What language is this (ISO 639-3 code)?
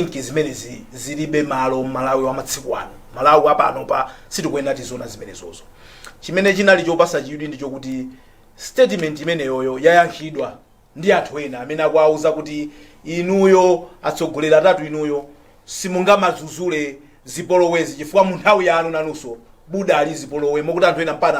nya